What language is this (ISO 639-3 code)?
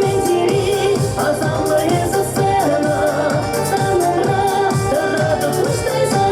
chv